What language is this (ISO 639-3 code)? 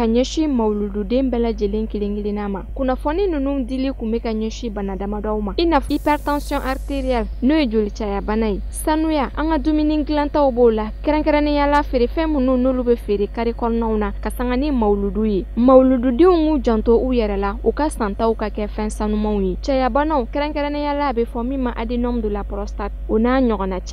bam